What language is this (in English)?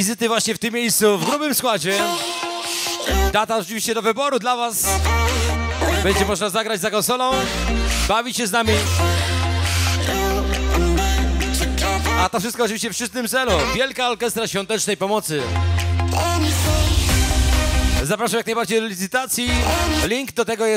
Polish